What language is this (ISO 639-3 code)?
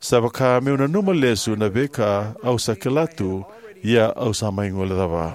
fij